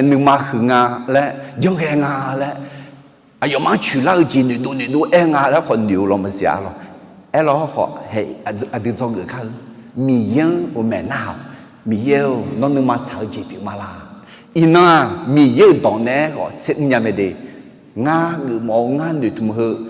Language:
Akha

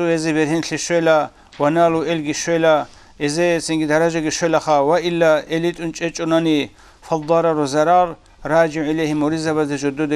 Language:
Avaric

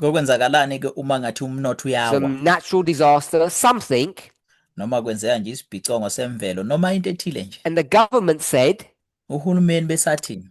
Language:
Zulu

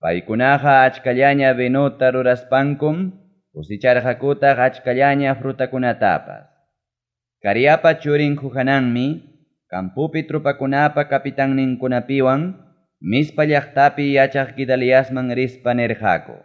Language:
Ayacucho Quechua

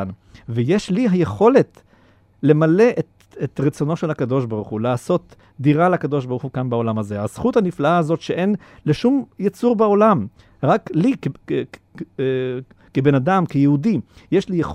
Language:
Hebrew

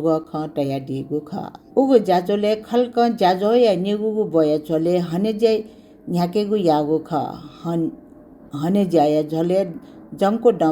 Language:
Newari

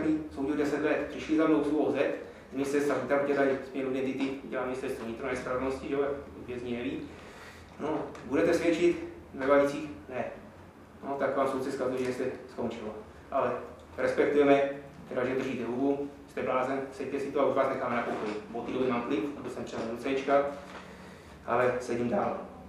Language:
Czech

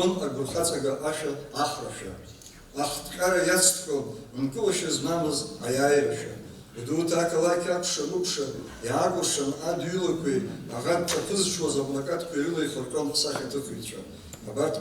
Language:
Abkhazian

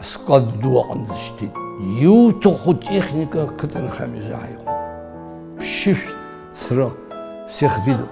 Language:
Abkhazian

